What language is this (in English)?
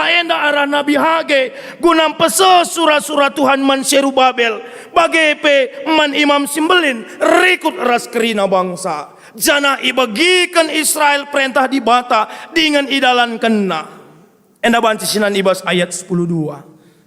Batak Karo